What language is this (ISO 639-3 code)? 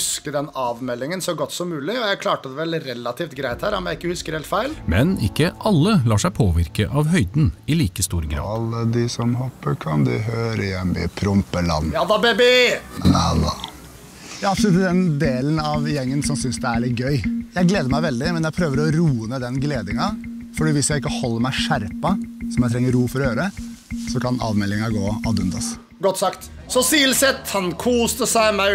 nor